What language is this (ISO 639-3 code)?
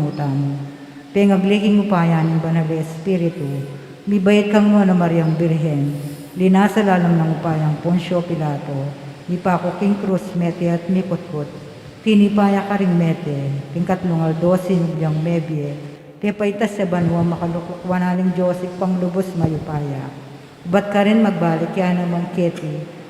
pam